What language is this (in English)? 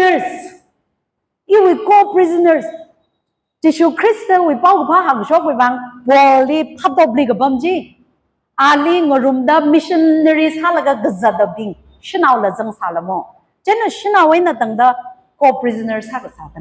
Tangkhul Naga (India)